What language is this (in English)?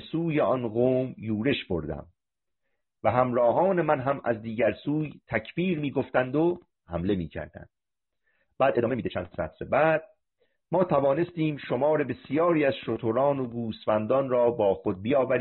Persian